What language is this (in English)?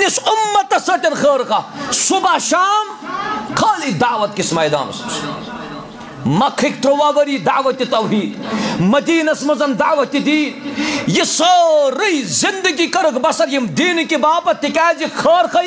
Kashmiri